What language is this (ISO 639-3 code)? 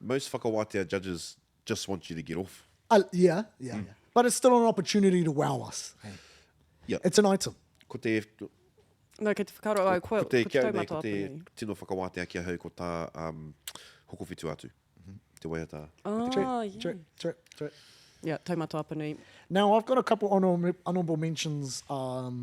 mri